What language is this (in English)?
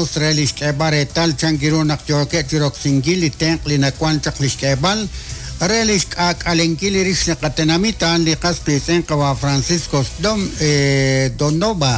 Kekchí